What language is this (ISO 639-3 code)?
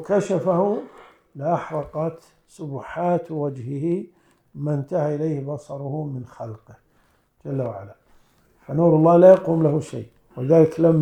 ara